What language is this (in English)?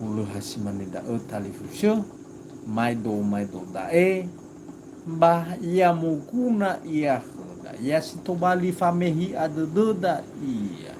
Nias